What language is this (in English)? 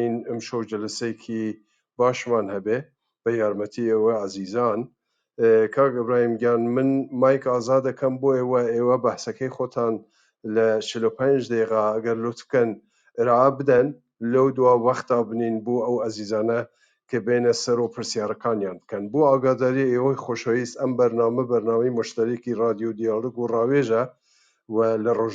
Central Kurdish